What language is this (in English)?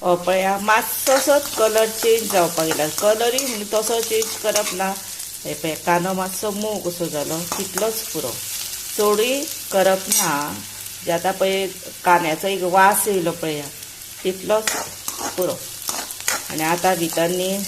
Konkani